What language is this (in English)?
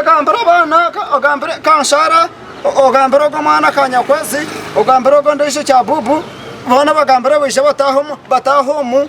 Nyankole